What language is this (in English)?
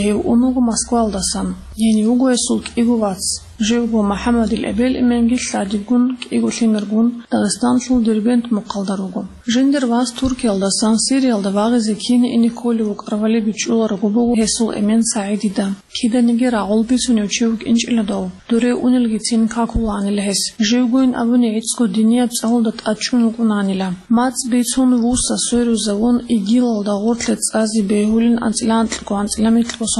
Avaric